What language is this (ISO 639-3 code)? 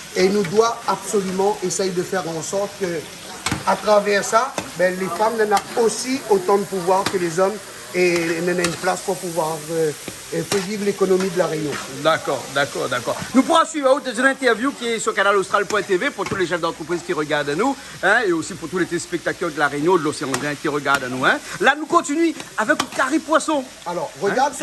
rcf